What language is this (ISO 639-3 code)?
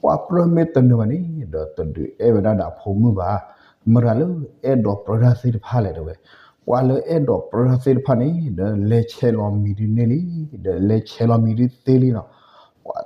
ksw